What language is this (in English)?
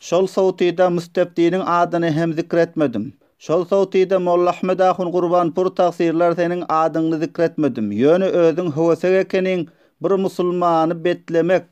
Turkmen